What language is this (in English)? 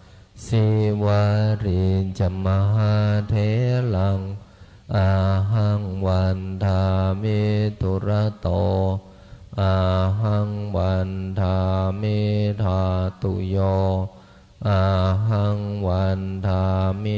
Pali